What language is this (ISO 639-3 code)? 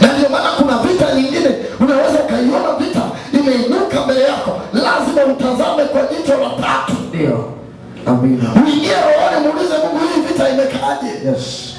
swa